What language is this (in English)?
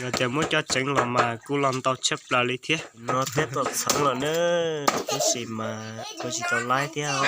Hmong